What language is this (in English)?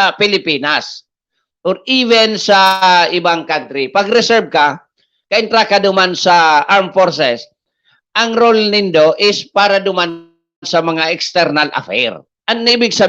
Bikol